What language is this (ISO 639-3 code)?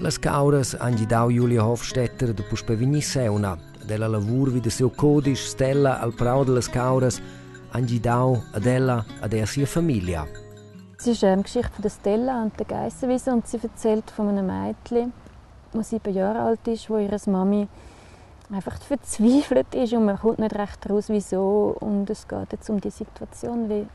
roh